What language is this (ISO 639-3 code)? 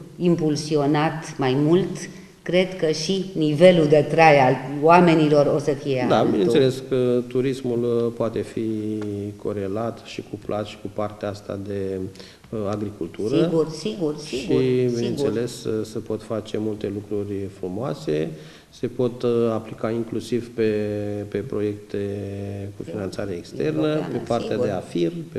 ron